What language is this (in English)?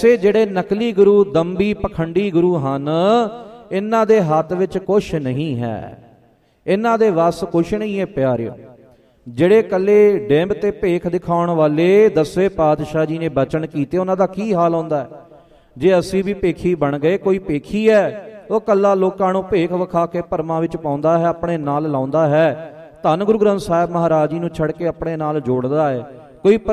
Punjabi